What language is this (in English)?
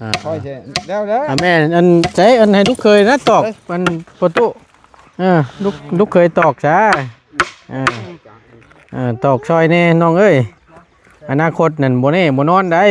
Northeastern Thai